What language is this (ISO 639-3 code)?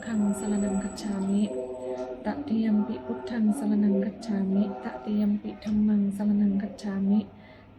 pli